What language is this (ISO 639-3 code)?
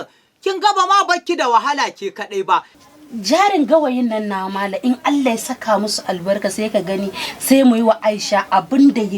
hau